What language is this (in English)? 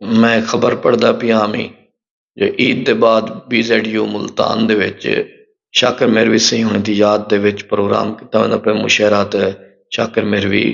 Saraiki